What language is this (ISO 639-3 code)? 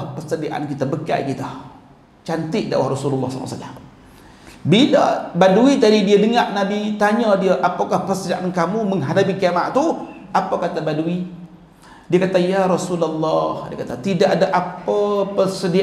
msa